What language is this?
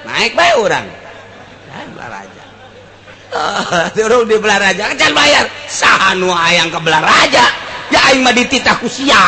Sundanese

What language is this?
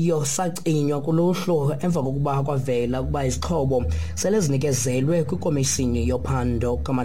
Xhosa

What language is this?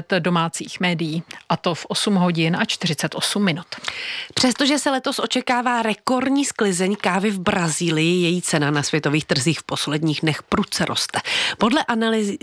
Czech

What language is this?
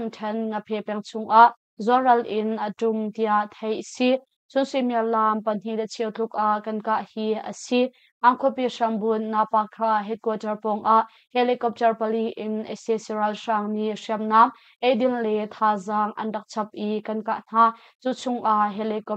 Hakha Chin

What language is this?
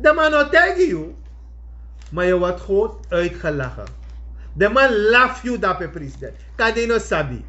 Sranan Tongo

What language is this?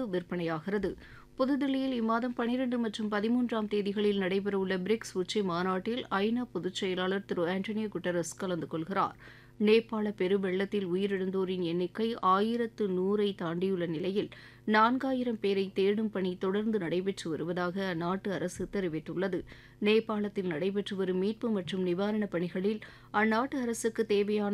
Tamil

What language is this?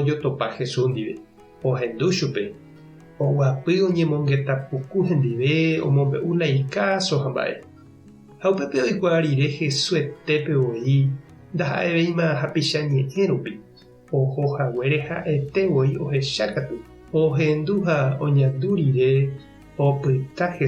Guarani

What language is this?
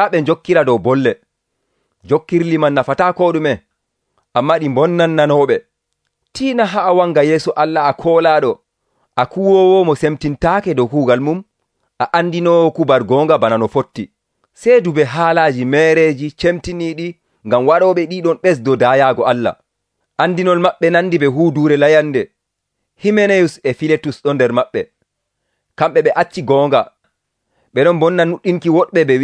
Nigerian Fulfulde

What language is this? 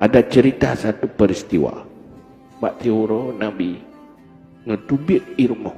Achinese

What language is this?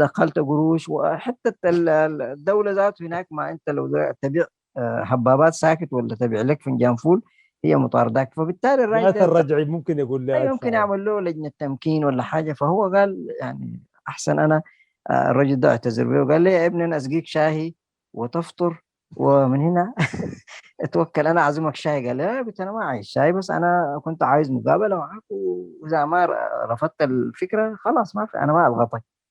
Sudanese Arabic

